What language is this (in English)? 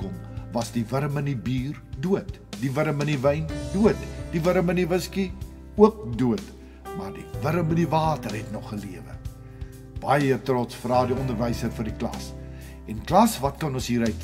Afrikaans